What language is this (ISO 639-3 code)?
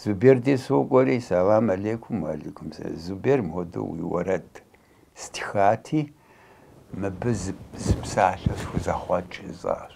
kbd